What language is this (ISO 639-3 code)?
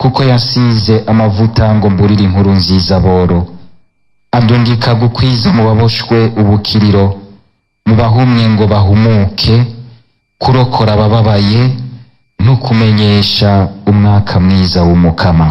run